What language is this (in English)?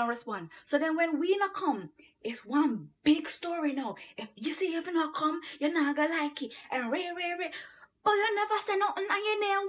Jamaican Creole English